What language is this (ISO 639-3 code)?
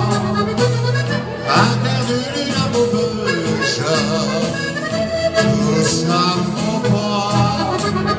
fra